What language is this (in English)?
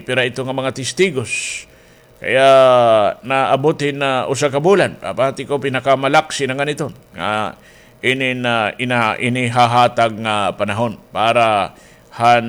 Waray